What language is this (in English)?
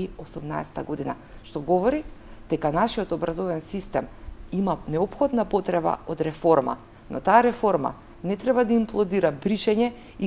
Macedonian